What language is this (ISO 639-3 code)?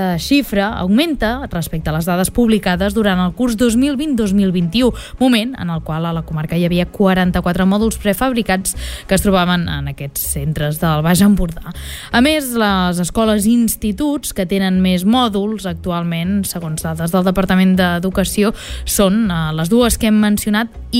cat